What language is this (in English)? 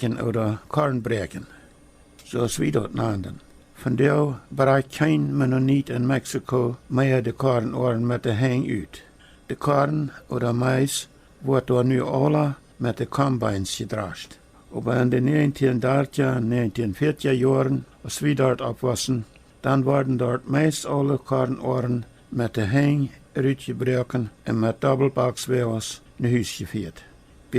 Plautdietsch